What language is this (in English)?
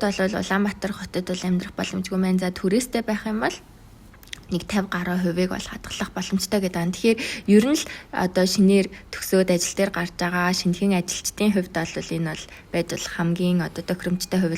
Mongolian